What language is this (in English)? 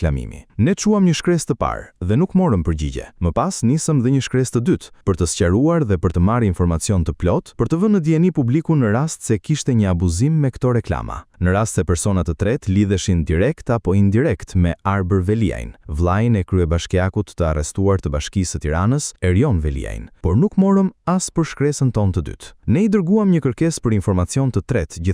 Albanian